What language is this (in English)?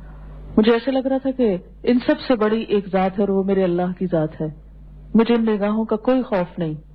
Urdu